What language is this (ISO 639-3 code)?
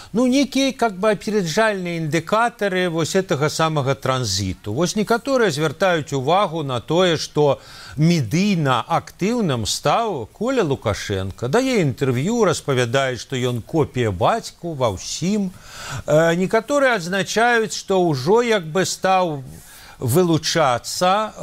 bel